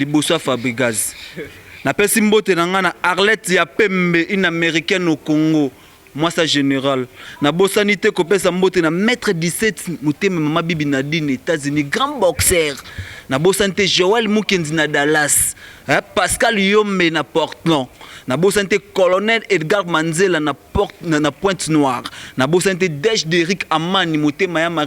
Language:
Lingala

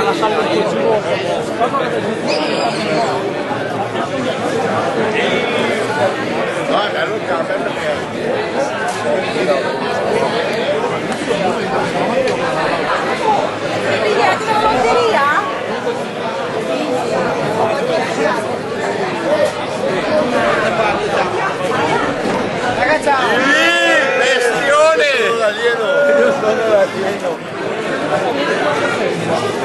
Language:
Italian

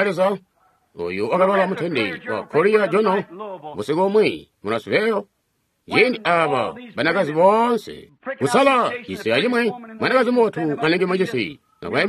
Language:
Tonga (Zambia)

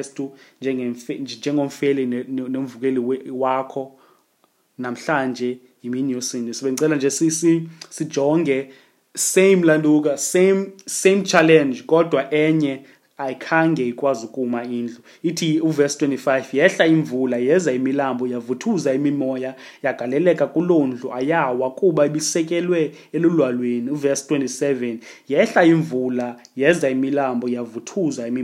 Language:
Xhosa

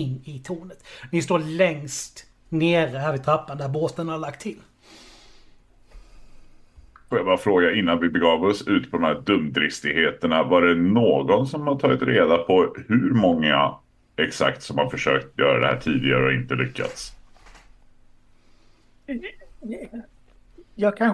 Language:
Swedish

